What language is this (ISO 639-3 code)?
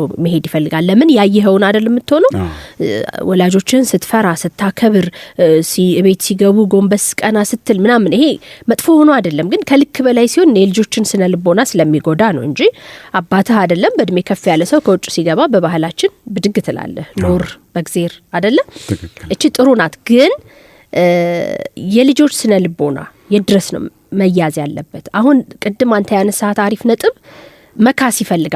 amh